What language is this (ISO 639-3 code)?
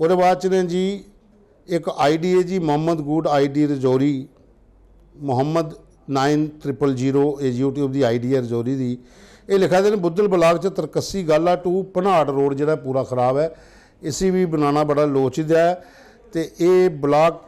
doi